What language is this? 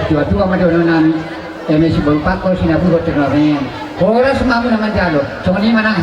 Batak Toba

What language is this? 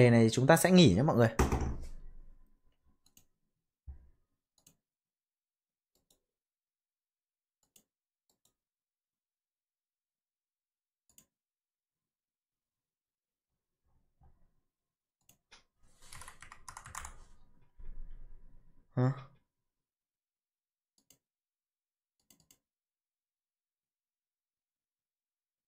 Vietnamese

